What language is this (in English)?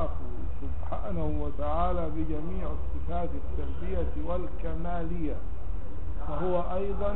Arabic